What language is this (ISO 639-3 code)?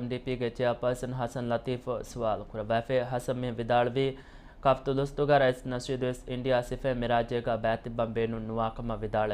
div